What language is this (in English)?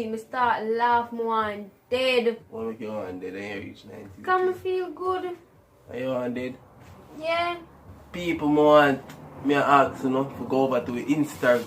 Jamaican Creole English